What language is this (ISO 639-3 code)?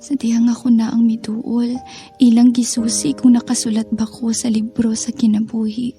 ceb